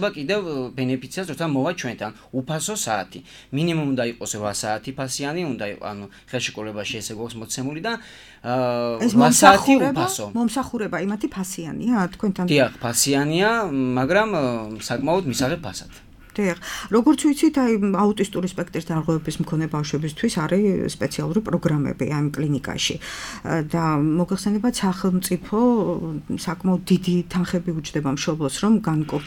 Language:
Georgian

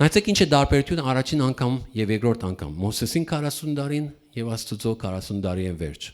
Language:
Western Armenian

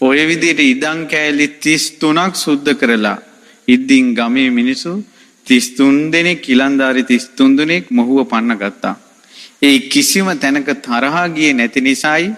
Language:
Sinhala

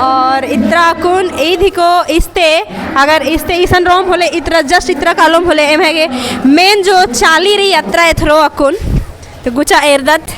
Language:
Kurukh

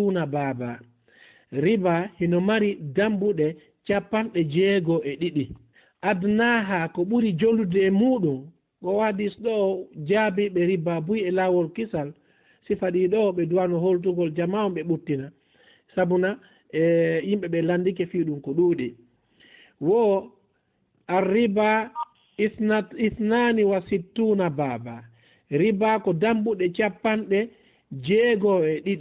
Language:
Fula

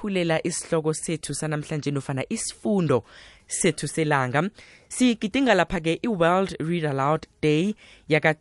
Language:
South Ndebele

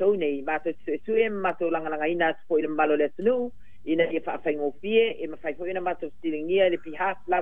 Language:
Samoan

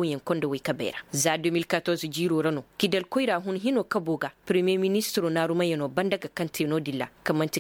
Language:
Koyraboro Senni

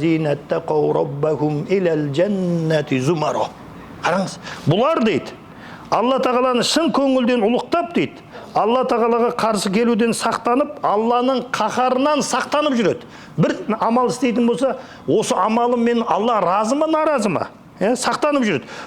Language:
Kazakh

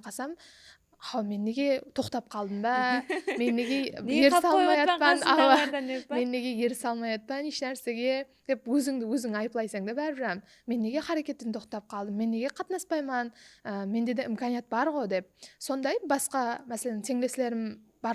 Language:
Kara-Kalpak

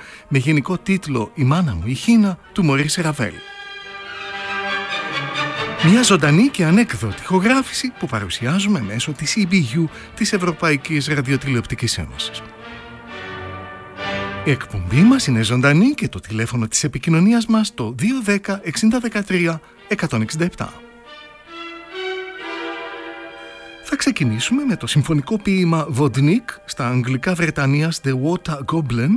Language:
Greek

